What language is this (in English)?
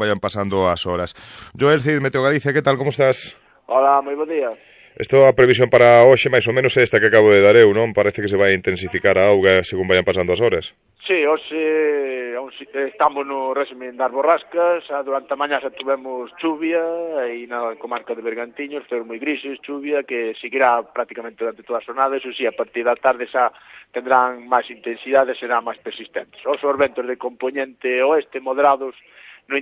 Galician